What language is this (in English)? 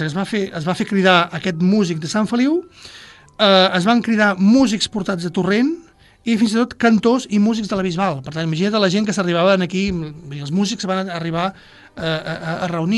Catalan